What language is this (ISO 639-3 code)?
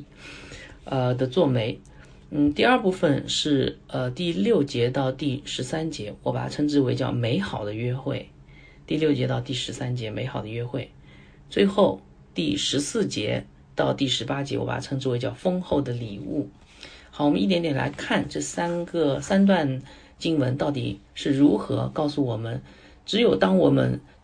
zho